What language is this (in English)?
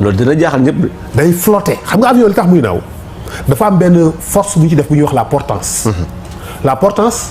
Wolof